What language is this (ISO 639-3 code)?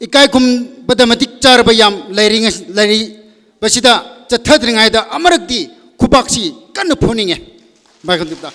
nmf